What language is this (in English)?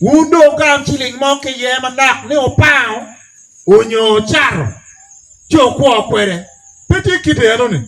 Acoli